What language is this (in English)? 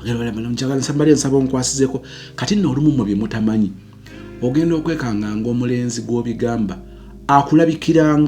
Ganda